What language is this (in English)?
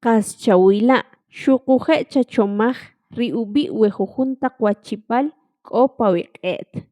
Kʼicheʼ